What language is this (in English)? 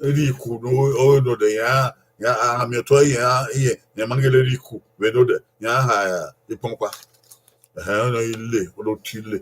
Bini